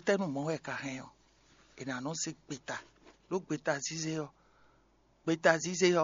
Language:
Fon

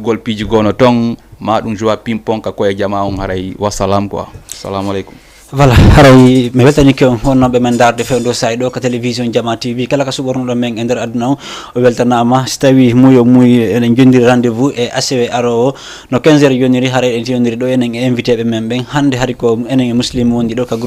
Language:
Fula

